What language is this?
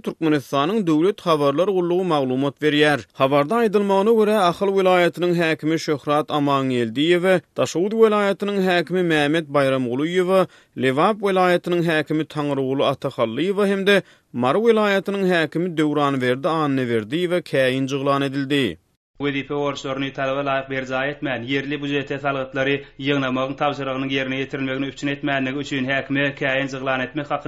Turkmen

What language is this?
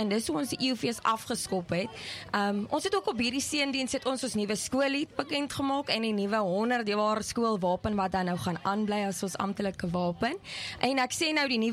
Afrikaans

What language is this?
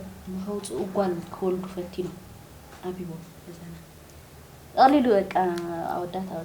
Tigrinya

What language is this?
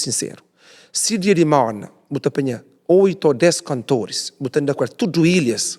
Kabuverdianu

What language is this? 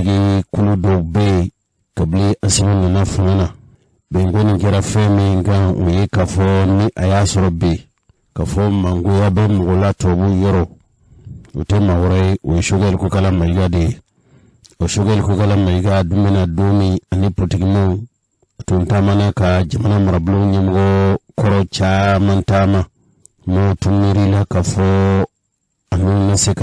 Bambara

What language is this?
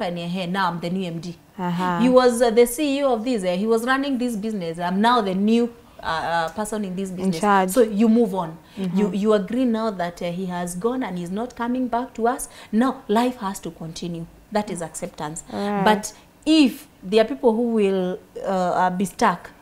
English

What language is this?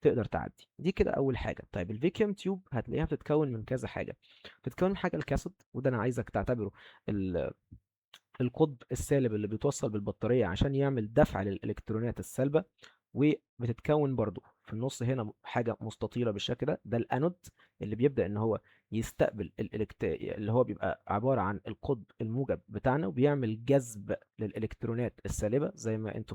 Egyptian Arabic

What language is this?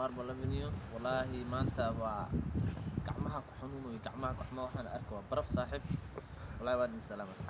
Somali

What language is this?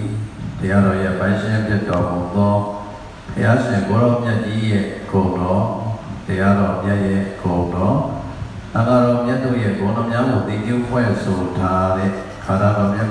Burmese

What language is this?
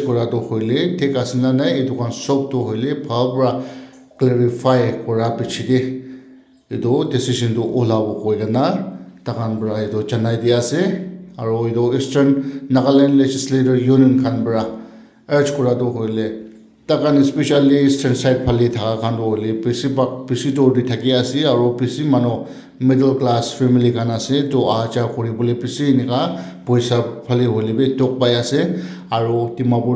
Naga Pidgin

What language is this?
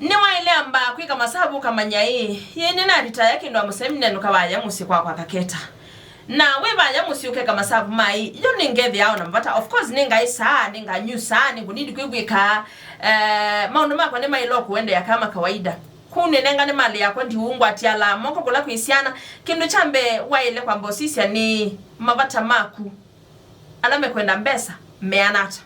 Kamba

